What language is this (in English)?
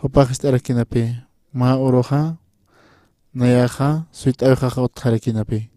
Aymara